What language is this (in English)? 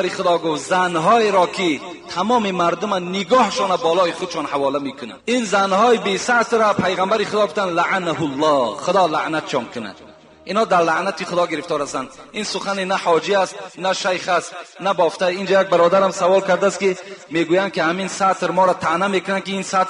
Tajik